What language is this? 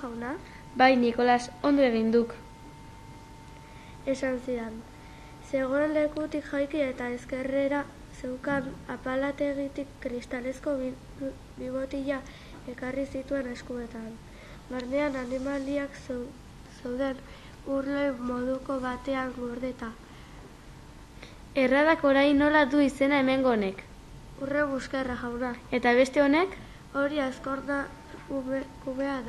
Basque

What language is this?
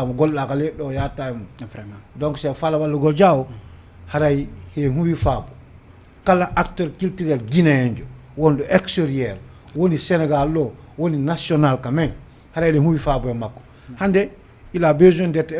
Fula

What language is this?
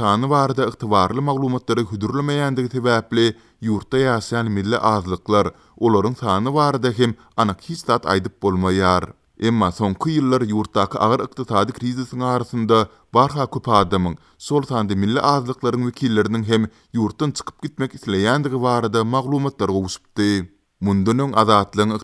Turkmen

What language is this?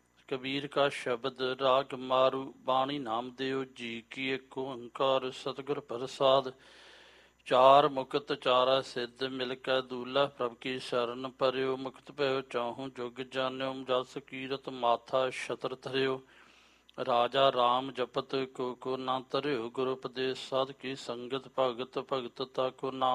Punjabi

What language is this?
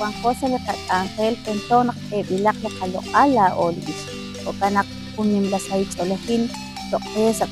Kekchí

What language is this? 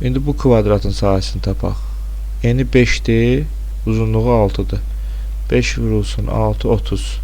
Azerbaijani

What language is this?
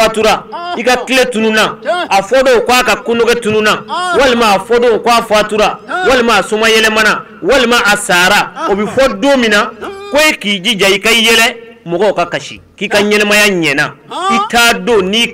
Bambara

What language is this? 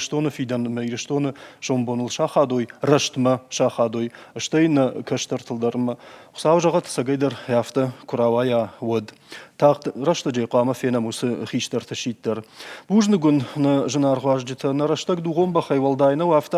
Ossetic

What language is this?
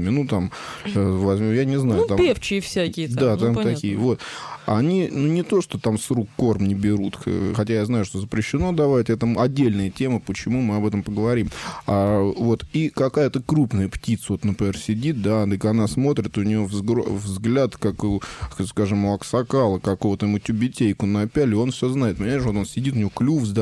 Russian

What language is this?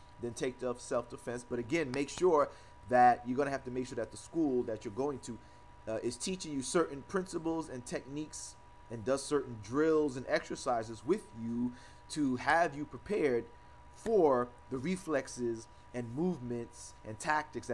English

